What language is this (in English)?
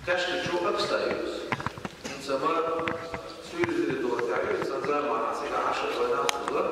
Chechen